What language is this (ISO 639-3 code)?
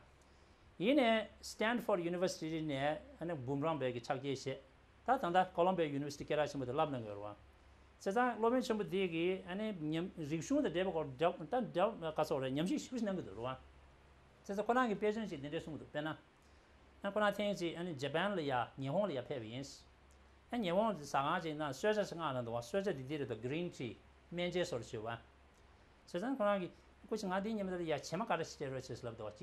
bod